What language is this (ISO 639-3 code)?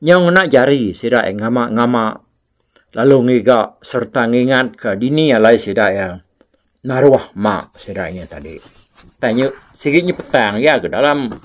iba